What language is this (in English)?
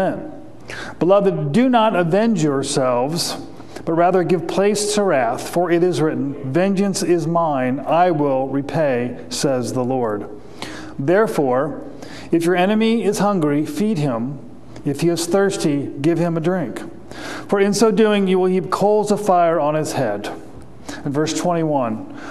English